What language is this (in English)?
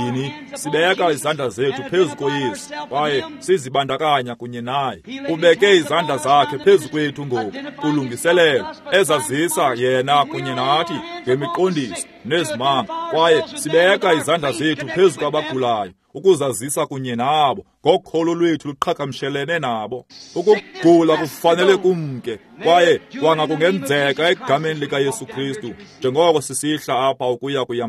Xhosa